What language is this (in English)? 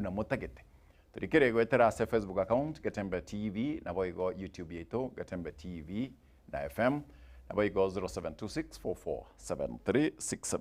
Gusii